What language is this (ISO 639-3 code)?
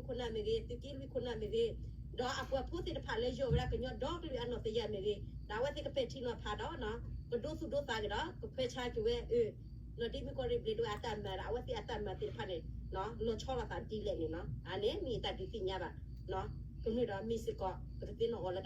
ksw